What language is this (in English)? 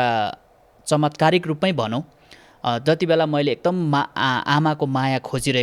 Nepali